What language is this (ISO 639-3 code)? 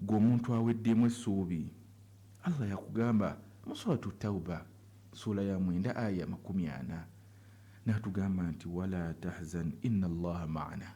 lug